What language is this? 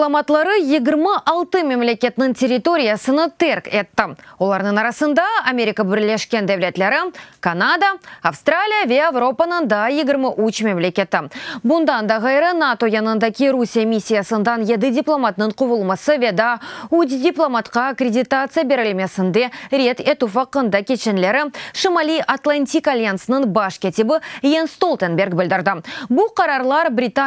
Crimean Tatar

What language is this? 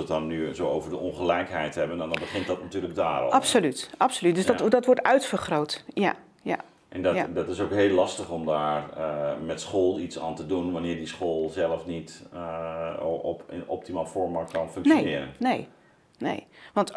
Dutch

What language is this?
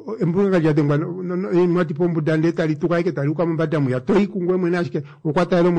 Kuanyama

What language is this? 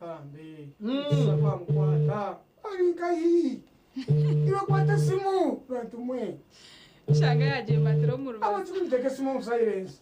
Nyankole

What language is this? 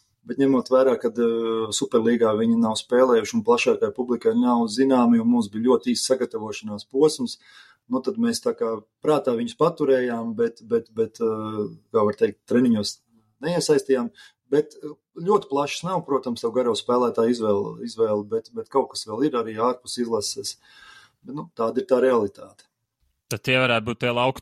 Latvian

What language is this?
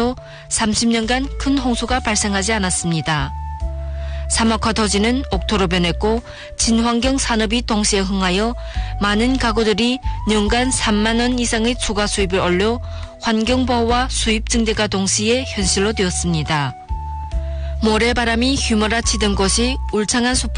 Korean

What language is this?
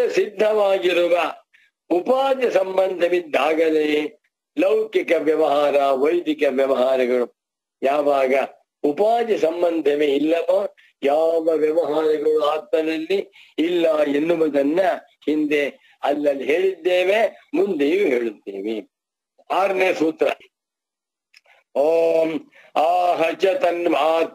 Kannada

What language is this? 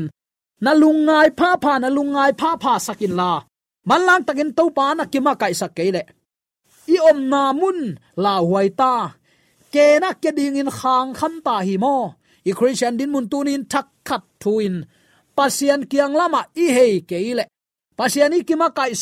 Tedim Chin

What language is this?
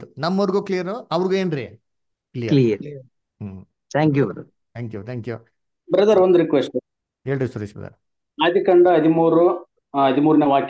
Kannada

